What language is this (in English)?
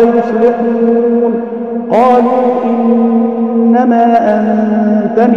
Arabic